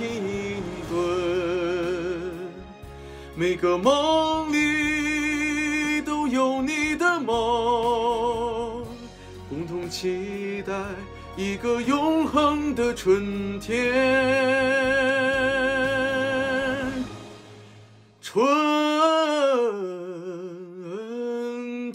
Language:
Chinese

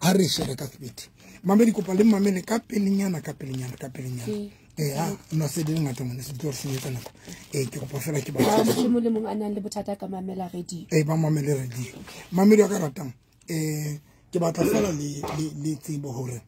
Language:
Southern Sotho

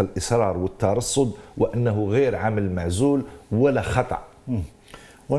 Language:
Arabic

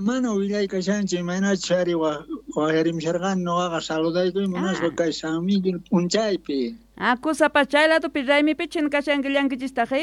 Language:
South Bolivian Quechua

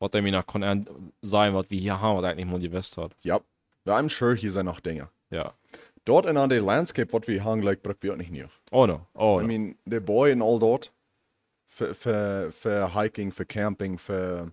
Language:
Plautdietsch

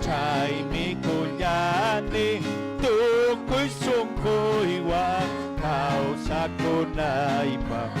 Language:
Ayacucho Quechua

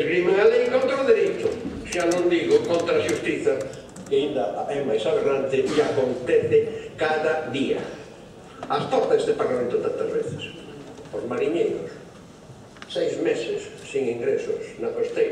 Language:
Galician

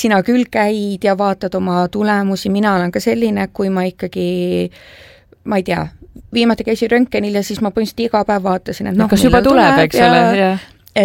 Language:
Estonian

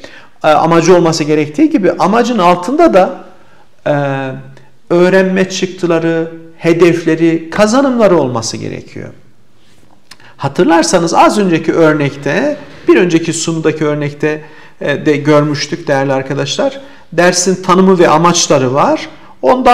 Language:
Turkish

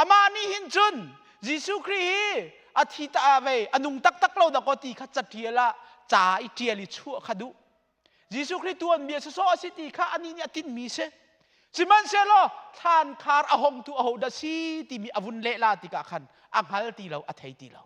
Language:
Hakha Chin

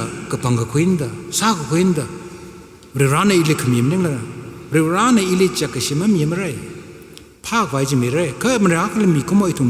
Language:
Tangkhul Naga (India)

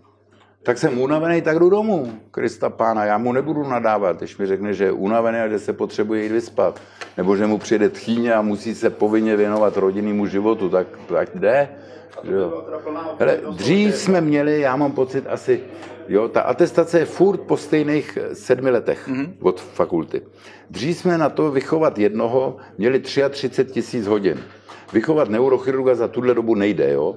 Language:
Czech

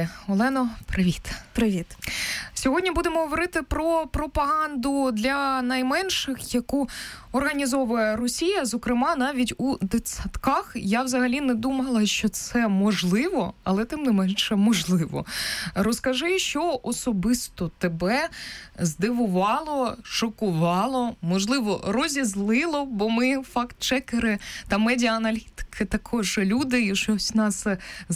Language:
Ukrainian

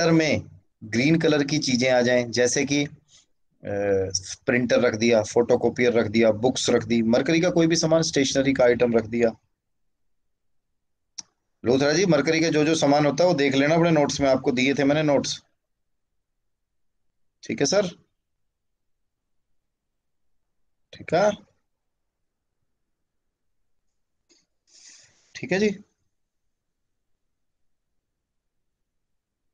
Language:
Hindi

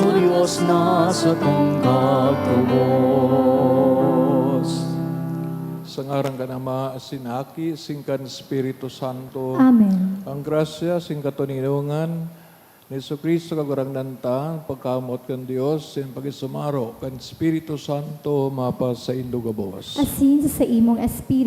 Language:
Bikol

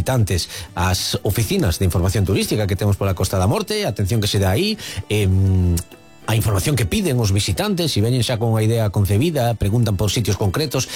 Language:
Galician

